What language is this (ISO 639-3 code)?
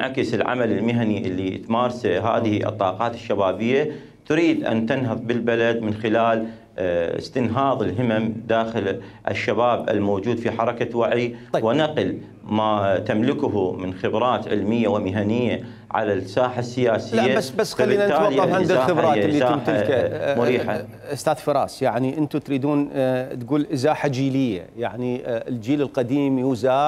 acm